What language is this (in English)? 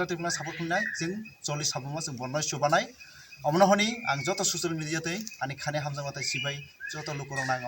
Kok Borok